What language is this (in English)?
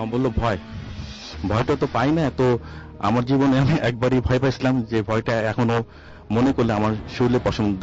Bangla